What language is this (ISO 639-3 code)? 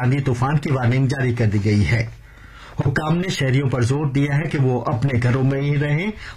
urd